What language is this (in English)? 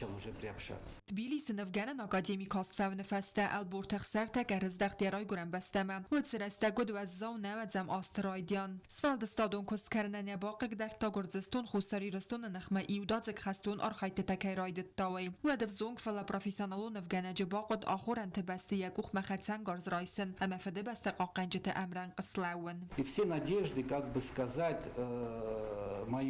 Ossetic